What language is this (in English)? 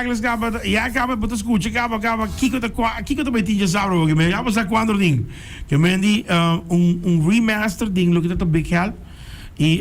Papiamento